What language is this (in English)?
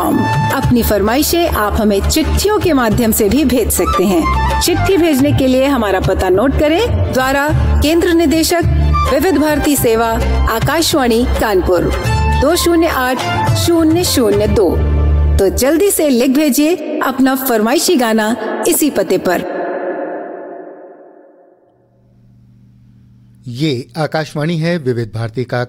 Hindi